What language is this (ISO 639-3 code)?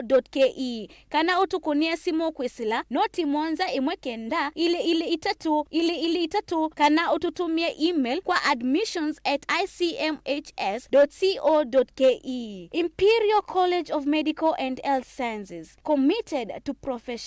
kam